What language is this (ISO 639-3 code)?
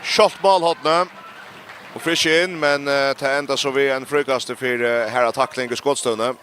fao